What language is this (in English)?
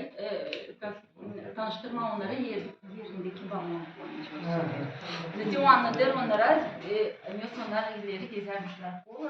Gagauz